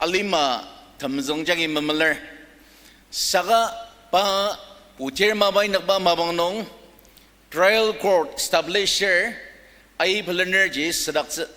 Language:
Ao Naga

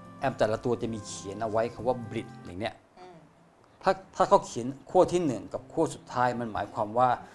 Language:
Thai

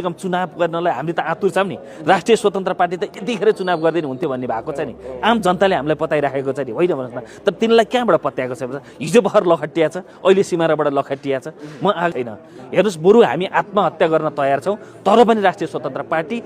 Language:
Nepali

